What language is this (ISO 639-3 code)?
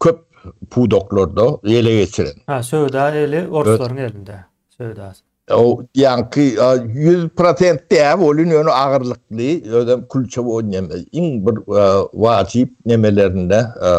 tuk